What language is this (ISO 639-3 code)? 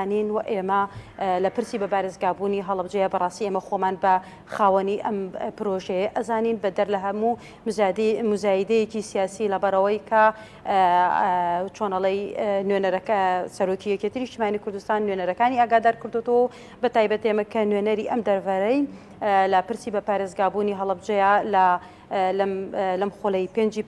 ckb